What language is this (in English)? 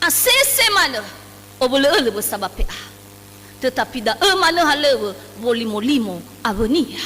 Nias